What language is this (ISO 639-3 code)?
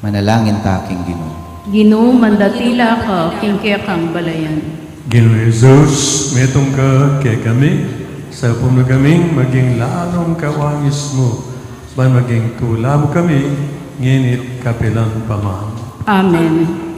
pam